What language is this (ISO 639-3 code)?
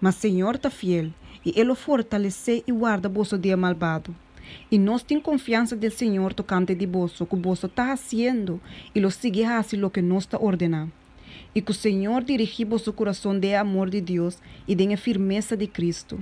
pap